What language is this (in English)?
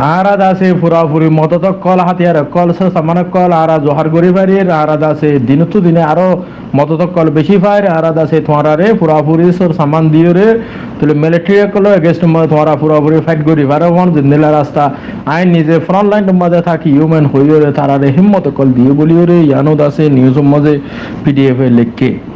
Rohingya